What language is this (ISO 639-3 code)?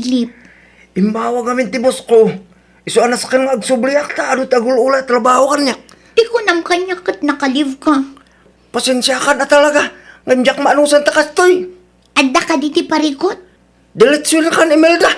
ilo